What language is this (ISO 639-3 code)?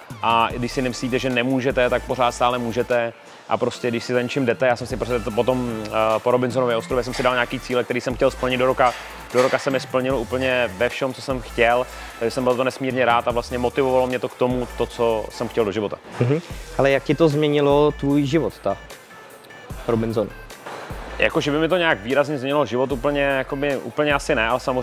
ces